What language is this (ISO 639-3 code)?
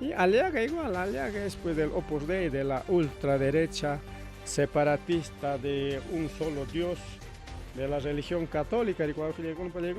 quy